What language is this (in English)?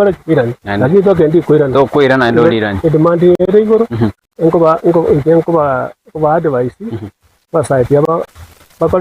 Gusii